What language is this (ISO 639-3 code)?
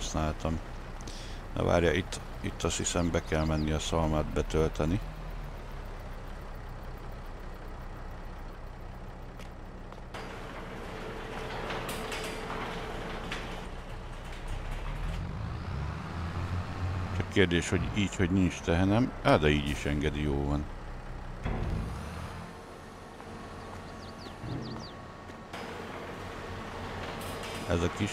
hun